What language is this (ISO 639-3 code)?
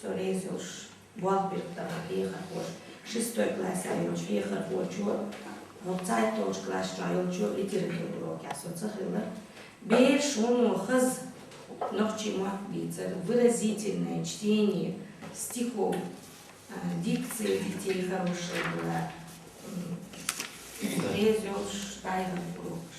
che